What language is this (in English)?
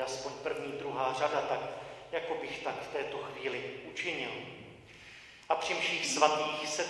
Czech